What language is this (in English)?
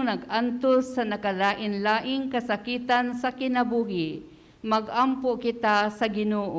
Cebuano